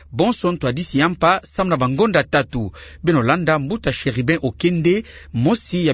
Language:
Kituba (Democratic Republic of Congo)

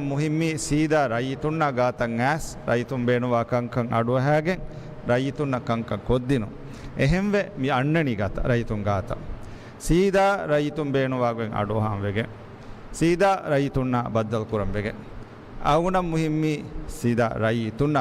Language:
Divehi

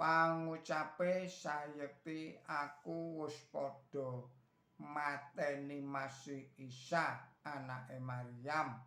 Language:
Javanese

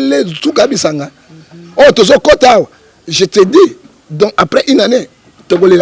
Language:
Lingala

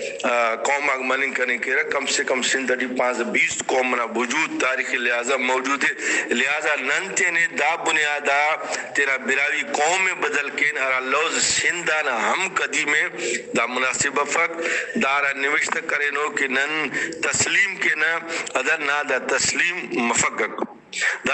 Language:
Brahui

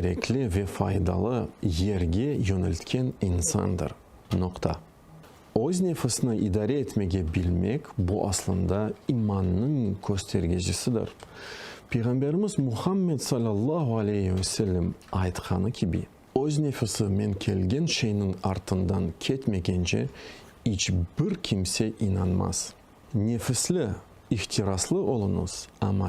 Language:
Crimean Tatar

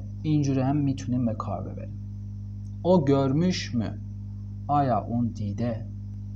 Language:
Persian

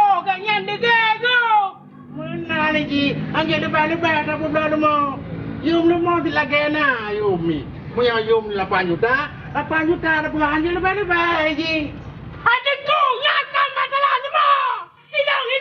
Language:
Achinese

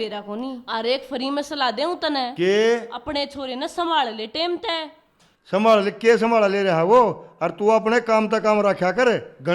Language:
Haryanvi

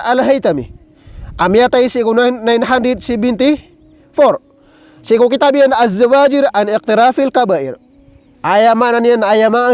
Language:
Maranao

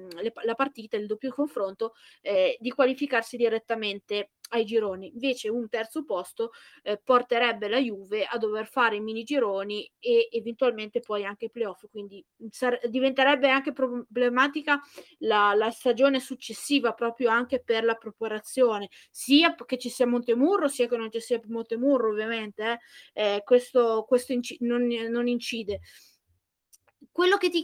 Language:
Italian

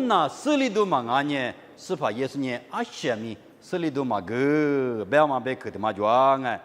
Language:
Lisu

